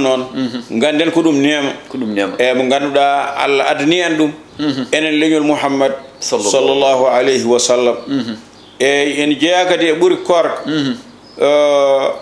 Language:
Fula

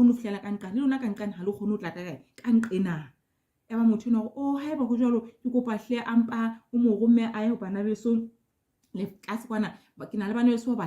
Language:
Southern Sotho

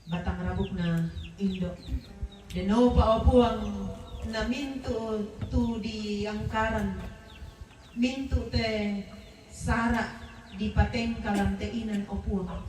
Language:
Toraja-Sa'dan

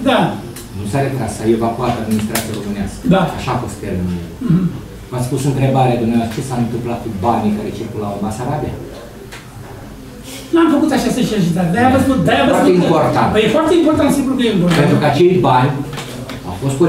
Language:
Romanian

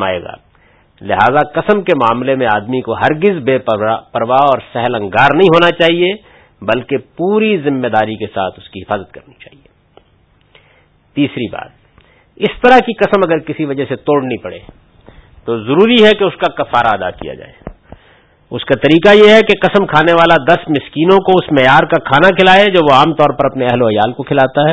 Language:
Urdu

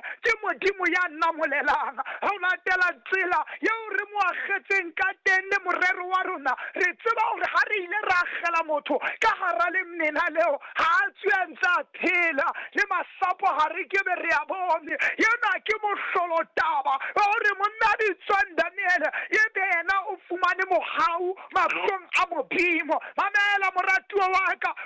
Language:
Southern Sotho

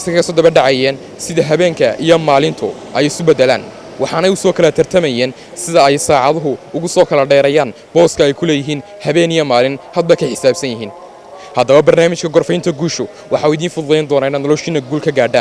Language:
Somali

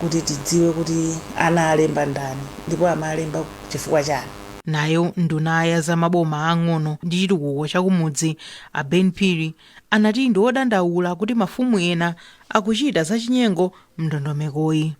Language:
Nyanja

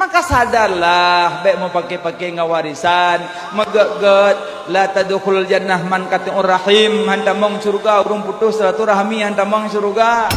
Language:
Achinese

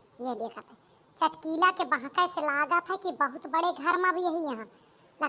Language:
Awadhi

